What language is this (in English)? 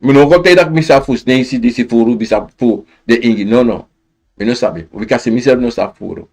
Sranan Tongo